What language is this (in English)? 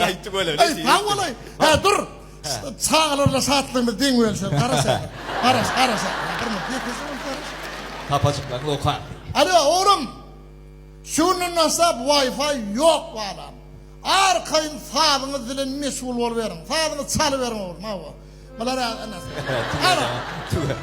Turkmen